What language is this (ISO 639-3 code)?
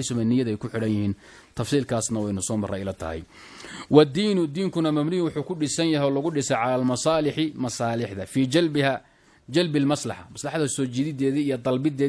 som